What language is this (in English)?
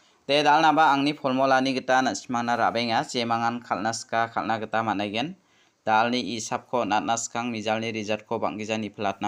Garo